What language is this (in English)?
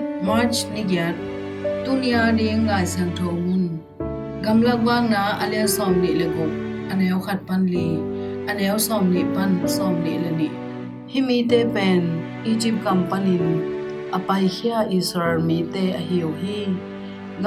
Tedim Chin